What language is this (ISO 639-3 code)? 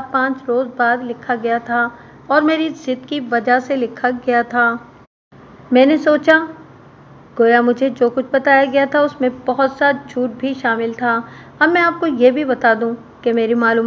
urd